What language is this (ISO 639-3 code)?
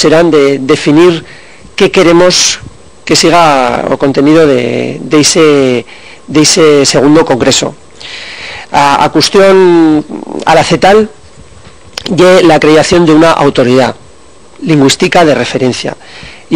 arg